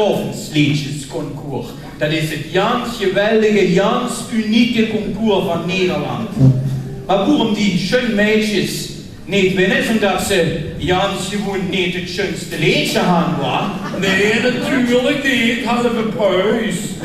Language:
Limburgish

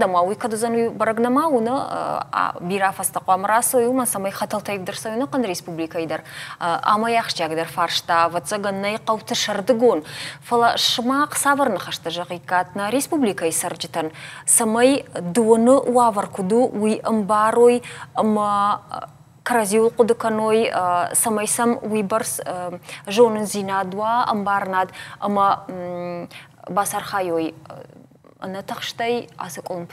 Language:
Ossetic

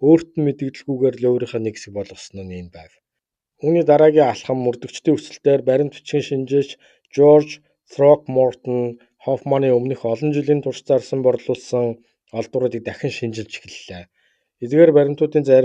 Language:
Mongolian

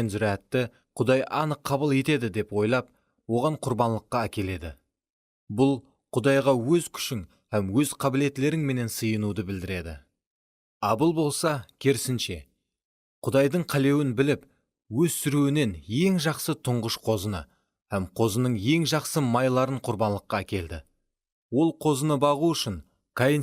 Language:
Kara-Kalpak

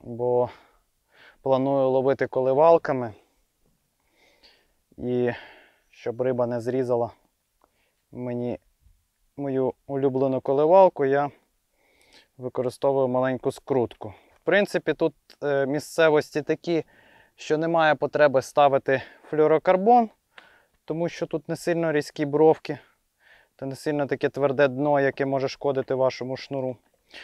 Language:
Ukrainian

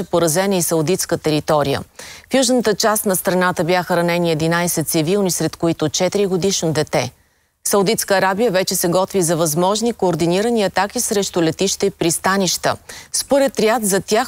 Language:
Bulgarian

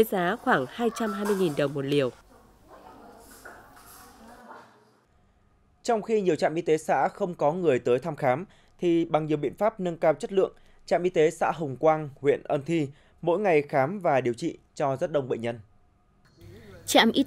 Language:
Vietnamese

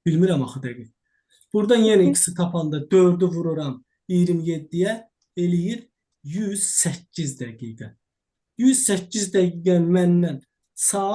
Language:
Azerbaijani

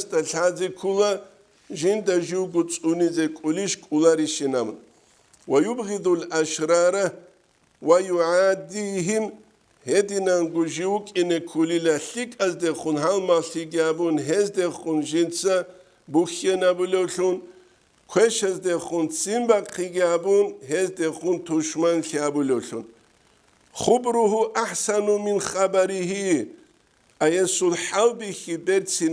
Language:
Avaric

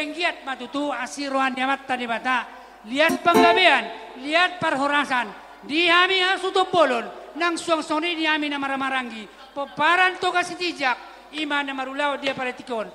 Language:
Batak Toba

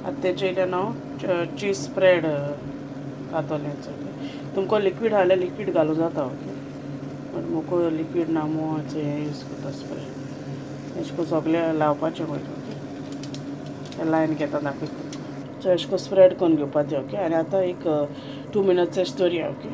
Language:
Konkani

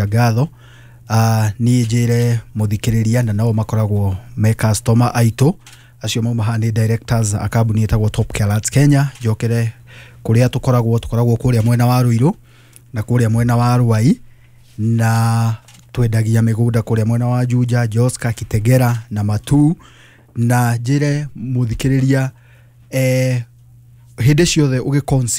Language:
Kikuyu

